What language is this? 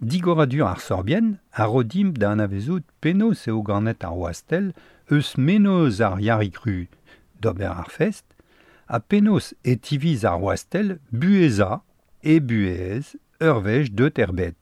Breton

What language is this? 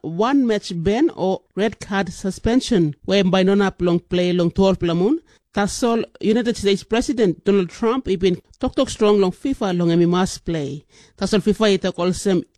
Tok Pisin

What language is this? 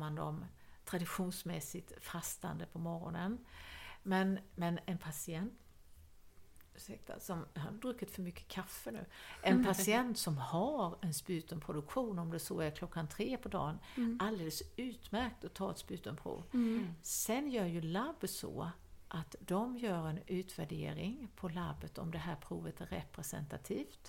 Swedish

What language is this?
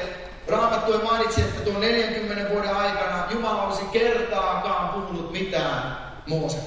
Finnish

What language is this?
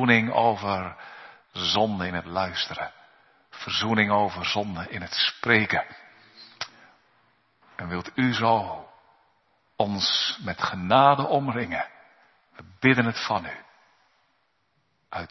Dutch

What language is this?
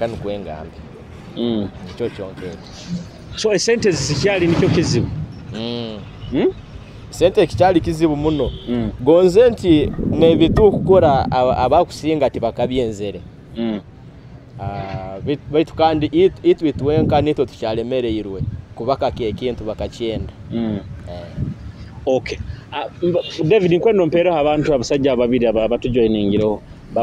Nyoro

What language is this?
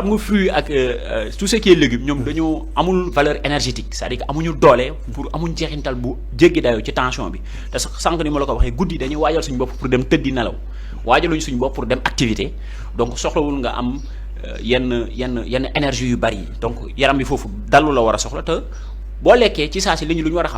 Wolof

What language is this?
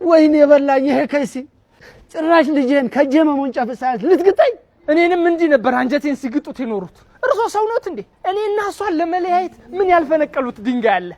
Amharic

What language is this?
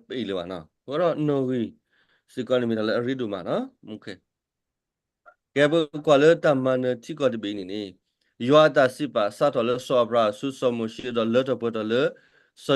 S'gaw Karen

